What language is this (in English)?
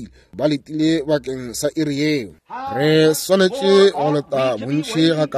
Northern Sotho